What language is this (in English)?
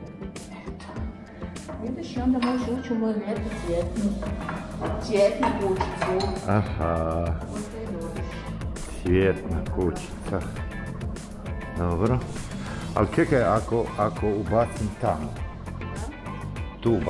Croatian